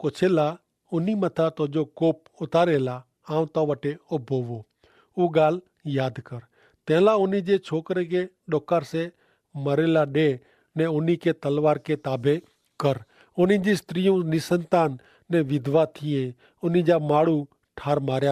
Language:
Kachhi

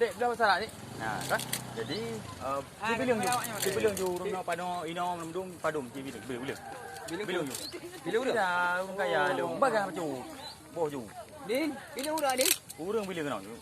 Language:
Achinese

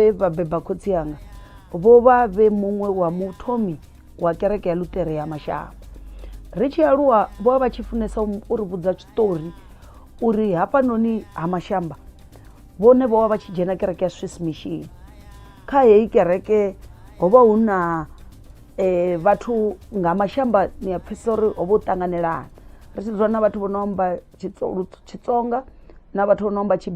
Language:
Venda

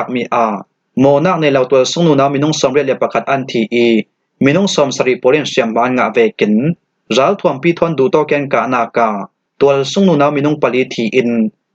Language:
Falam Chin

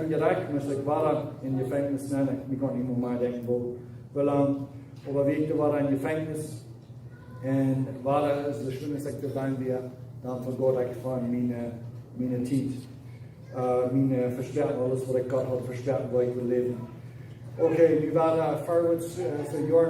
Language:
Plautdietsch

